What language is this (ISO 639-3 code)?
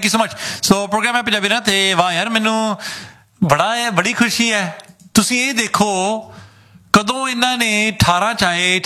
pan